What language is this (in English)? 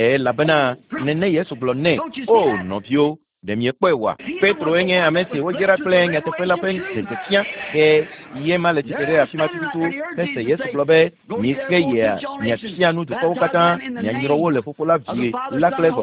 Ewe